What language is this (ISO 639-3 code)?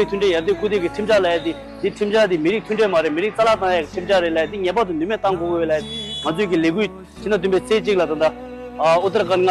bod